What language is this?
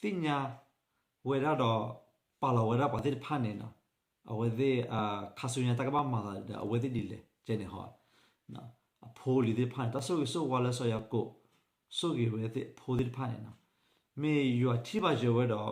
S'gaw Karen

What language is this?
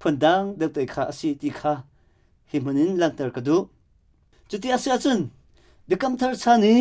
Hakha Chin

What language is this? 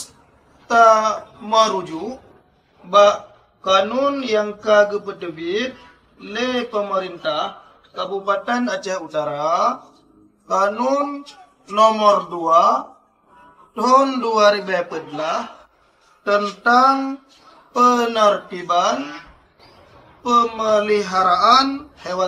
Achinese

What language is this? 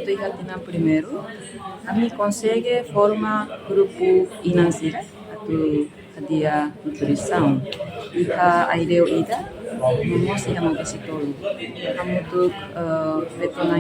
Tetum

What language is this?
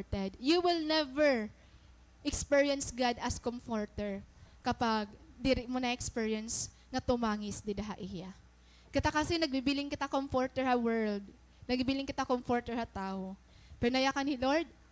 Waray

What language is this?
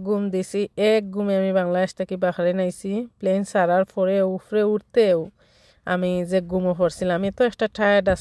Sylheti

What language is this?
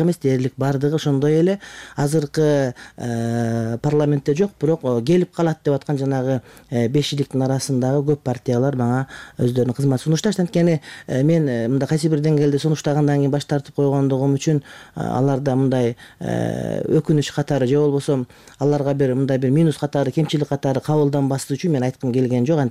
Kyrgyz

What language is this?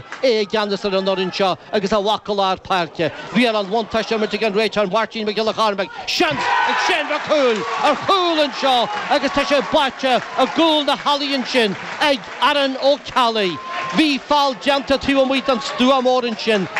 Irish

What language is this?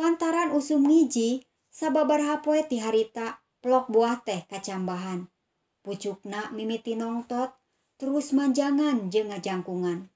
Sundanese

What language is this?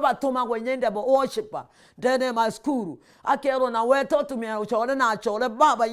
Meru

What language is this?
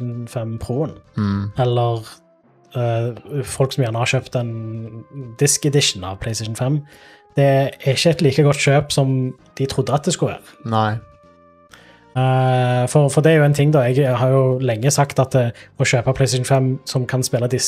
Norwegian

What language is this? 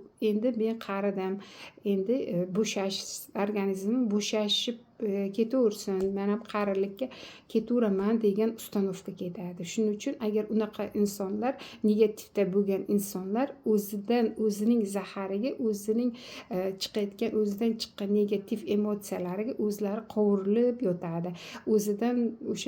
Uzbek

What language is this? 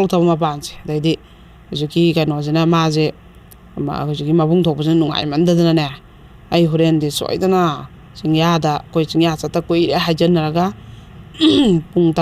Manipuri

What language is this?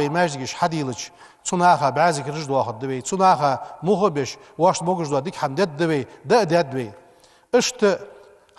Ingush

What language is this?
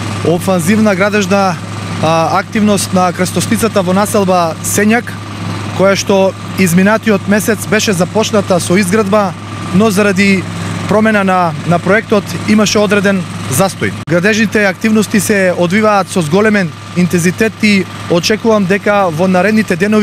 Macedonian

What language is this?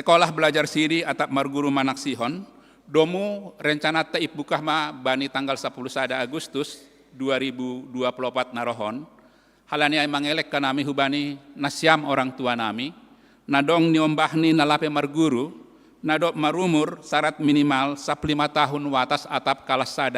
Batak Simalungun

